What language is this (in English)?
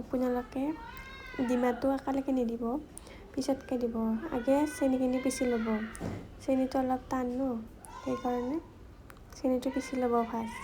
Assamese